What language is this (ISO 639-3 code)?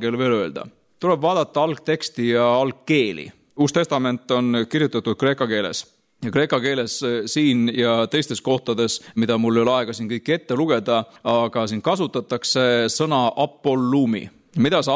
est